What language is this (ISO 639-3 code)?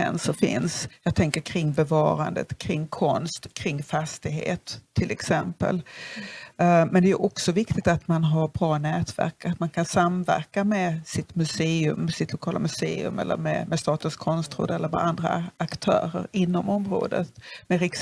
swe